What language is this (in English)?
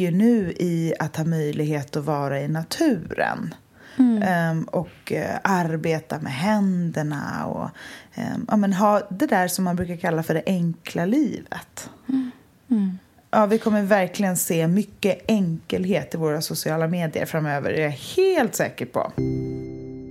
Swedish